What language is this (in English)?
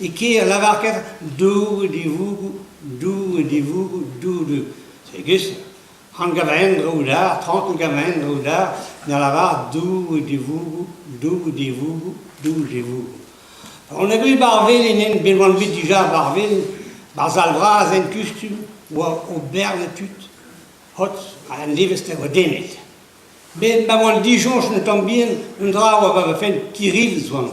Breton